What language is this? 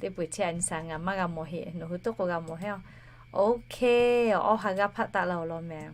Lahu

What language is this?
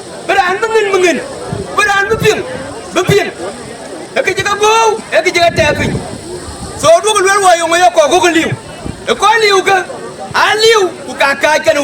Dinka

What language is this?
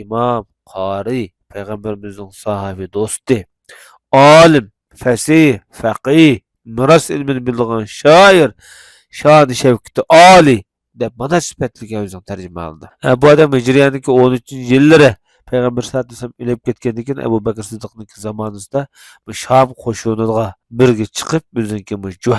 Uyghur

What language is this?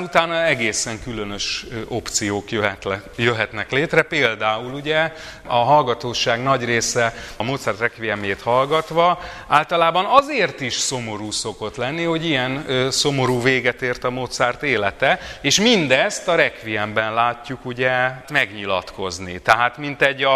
Hungarian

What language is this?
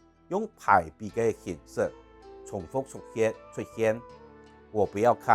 Hakka Chinese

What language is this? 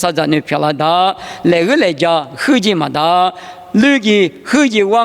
Lisu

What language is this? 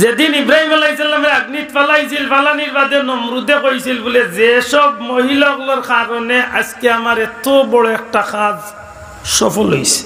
Sylheti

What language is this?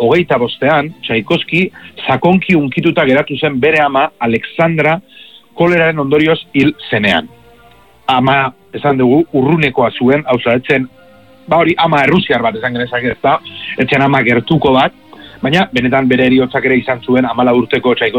Basque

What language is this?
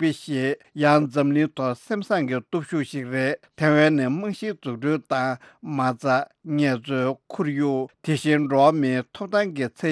Tibetan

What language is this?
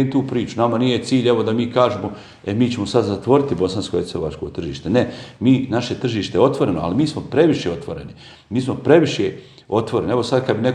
Bosnian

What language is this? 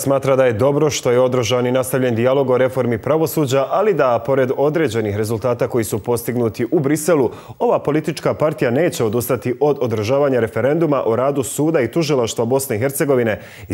Bosnian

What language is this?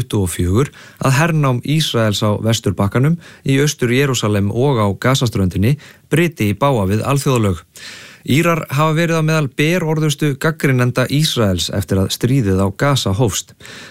Icelandic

